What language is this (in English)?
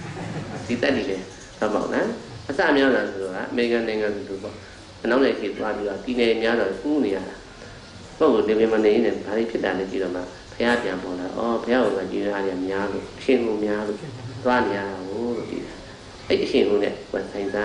Burmese